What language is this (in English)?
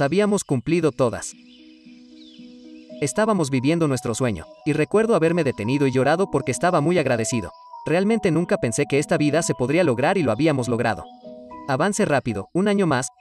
Spanish